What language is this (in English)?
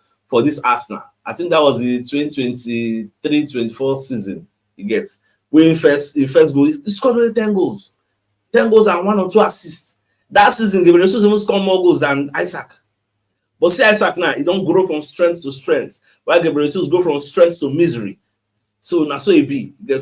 Nigerian Pidgin